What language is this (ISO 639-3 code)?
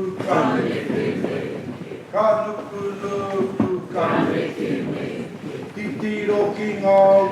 mri